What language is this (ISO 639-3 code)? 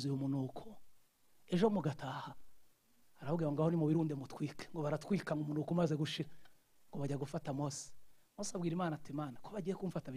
kin